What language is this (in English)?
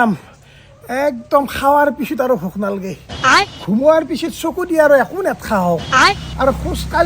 Assamese